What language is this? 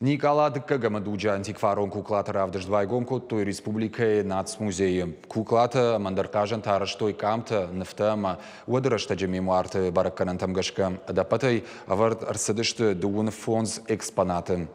Ossetic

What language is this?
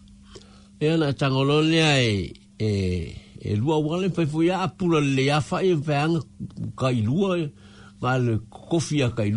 Samoan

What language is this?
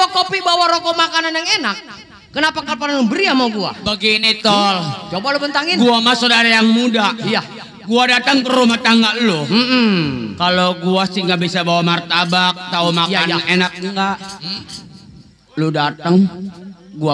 Betawi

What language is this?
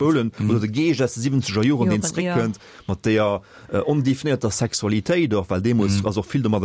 Luxembourgish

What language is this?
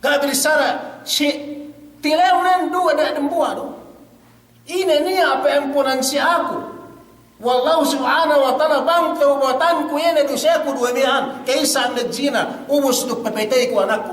Yakan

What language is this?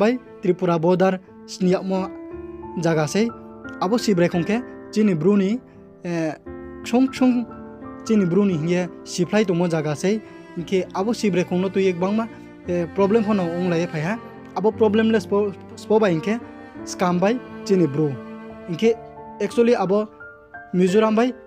Riang (India)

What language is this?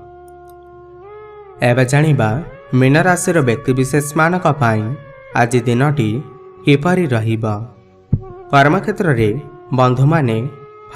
Odia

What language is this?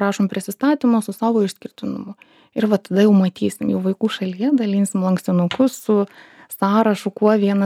Lithuanian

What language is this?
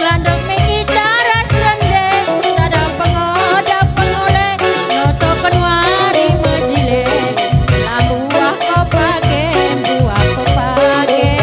Batak Karo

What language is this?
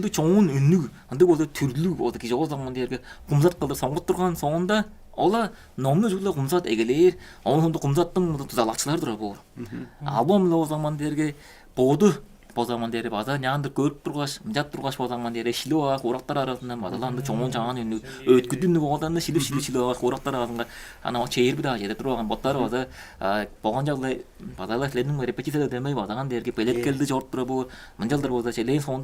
Tuvinian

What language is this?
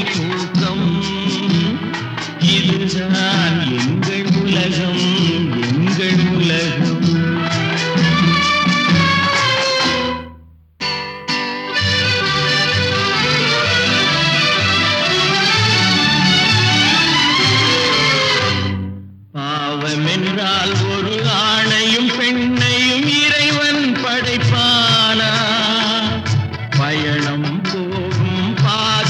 Tamil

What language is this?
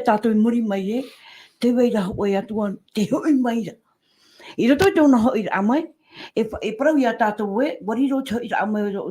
Tahitian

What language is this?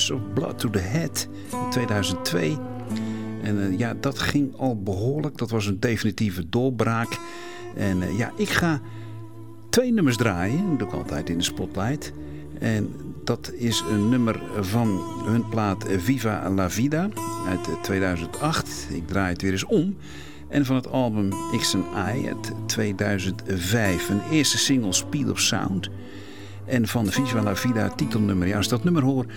Dutch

